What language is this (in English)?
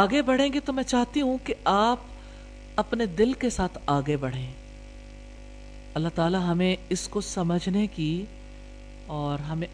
Urdu